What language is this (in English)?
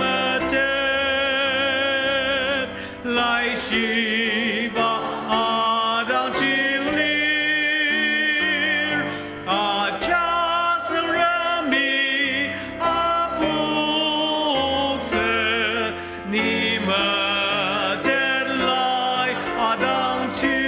Ao Naga